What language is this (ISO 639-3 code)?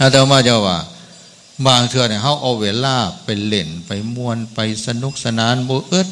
tts